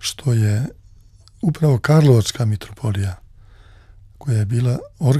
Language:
Serbian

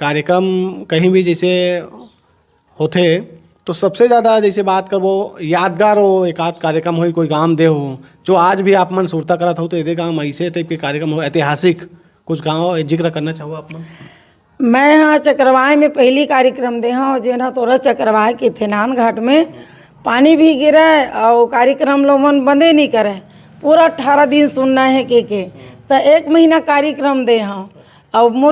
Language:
Chhattisgarhi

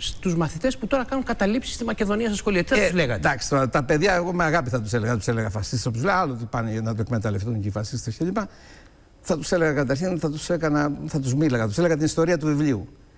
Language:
Greek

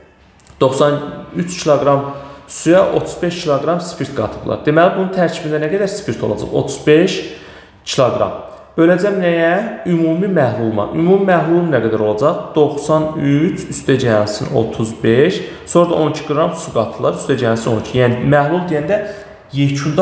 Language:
Azerbaijani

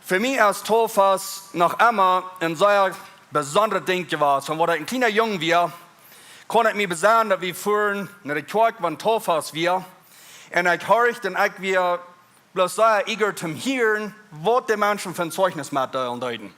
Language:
Plautdietsch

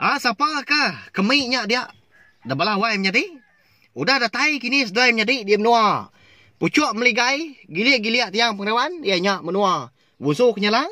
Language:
Iban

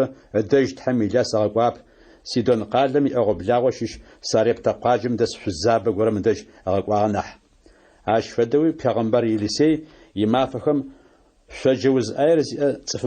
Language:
Adyghe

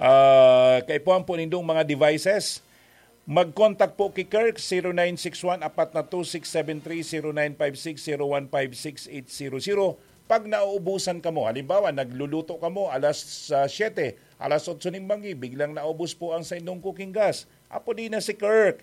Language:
Bikol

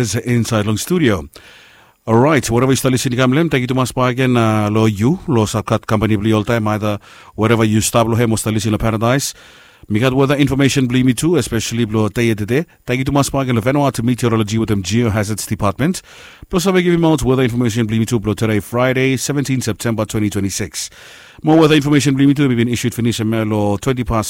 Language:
Bislama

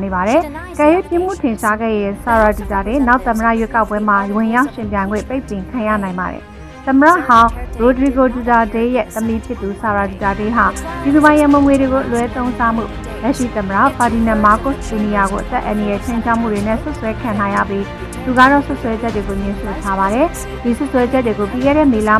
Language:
Burmese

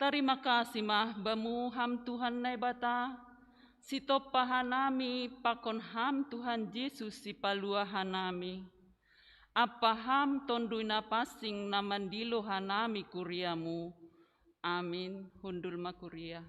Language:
Batak Simalungun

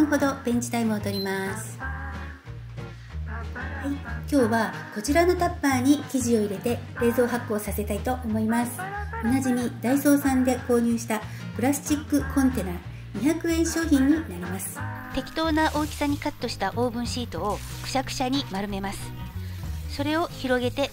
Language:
Japanese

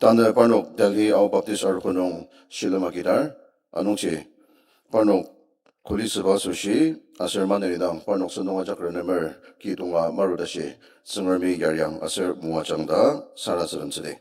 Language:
Ao Naga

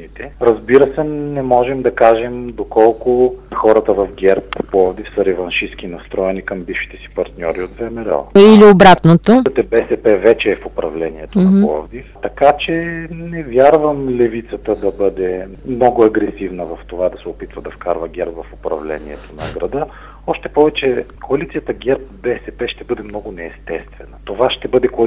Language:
Bulgarian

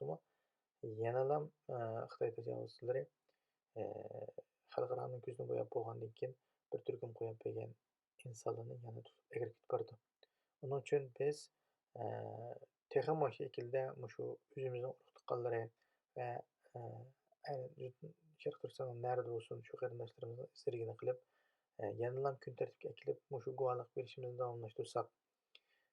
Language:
Uyghur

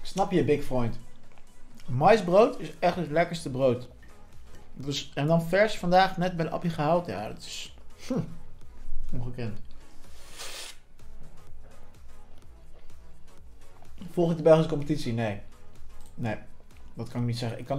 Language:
Dutch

